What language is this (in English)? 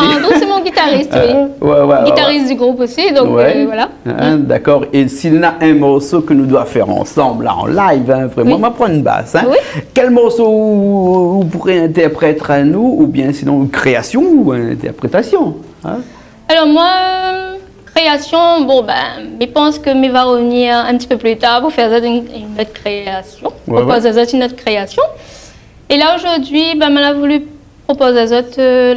Réunion Creole French